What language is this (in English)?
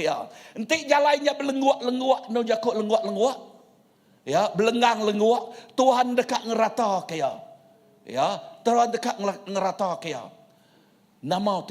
Iban